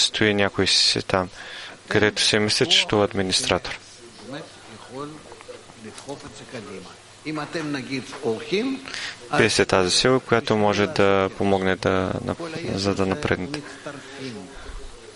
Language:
Bulgarian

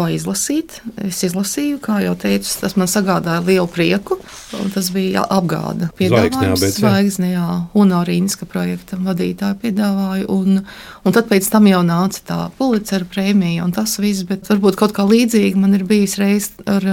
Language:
Latvian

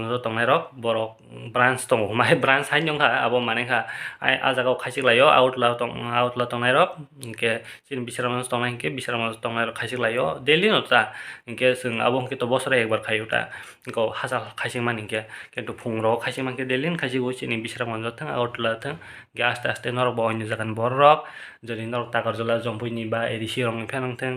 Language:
Kok Borok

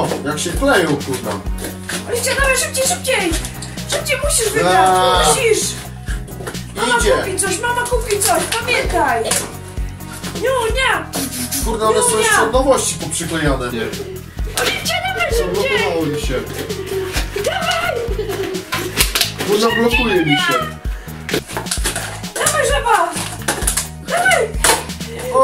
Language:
Polish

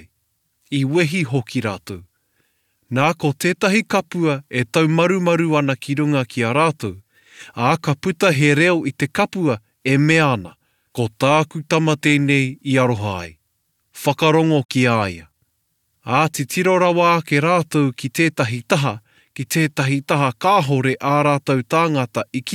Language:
Māori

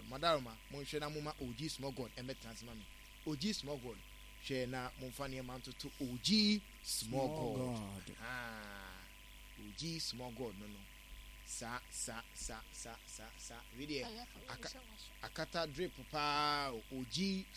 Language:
Akan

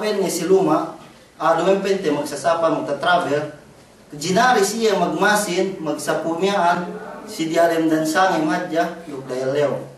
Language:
Yakan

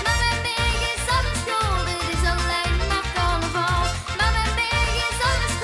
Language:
Limburgish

